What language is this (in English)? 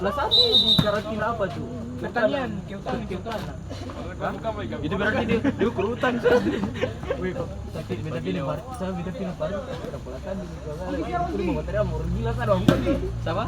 Ambonese Malay